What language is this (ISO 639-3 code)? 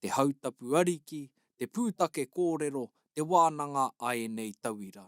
mri